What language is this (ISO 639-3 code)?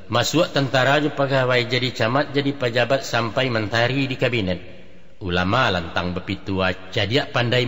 min